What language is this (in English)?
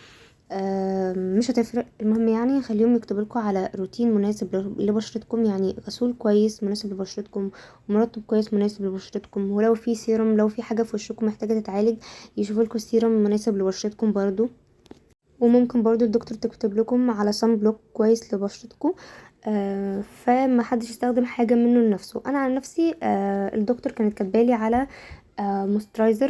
Egyptian Arabic